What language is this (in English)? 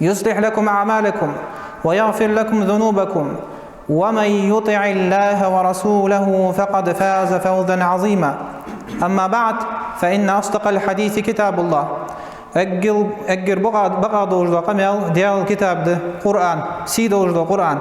Ingush